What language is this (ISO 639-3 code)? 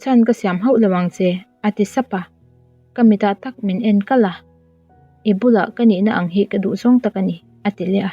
lus